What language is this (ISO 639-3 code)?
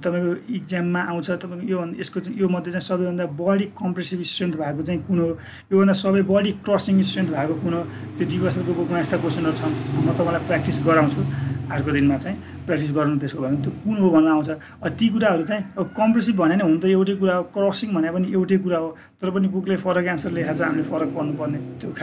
nep